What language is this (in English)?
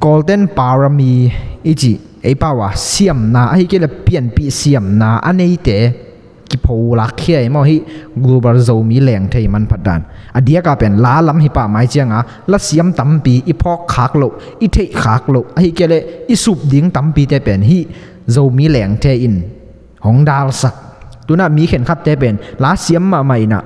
Tedim Chin